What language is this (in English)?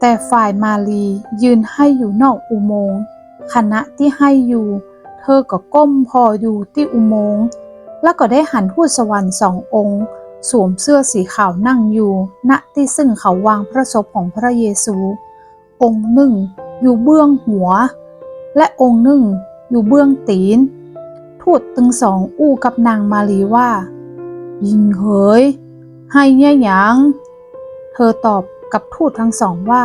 Northern Thai